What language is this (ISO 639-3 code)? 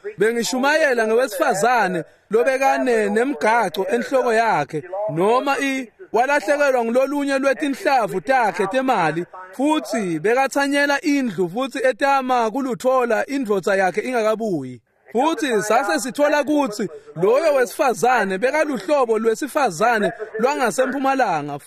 ssw